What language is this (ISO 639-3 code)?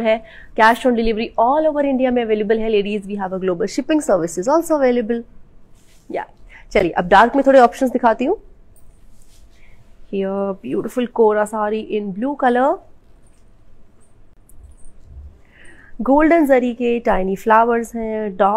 hin